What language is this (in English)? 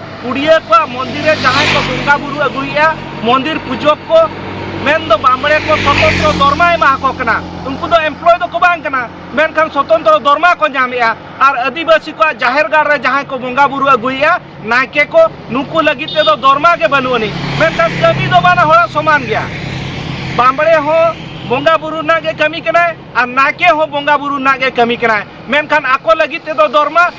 Santali